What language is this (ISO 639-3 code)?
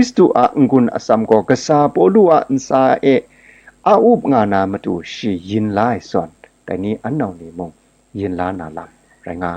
kac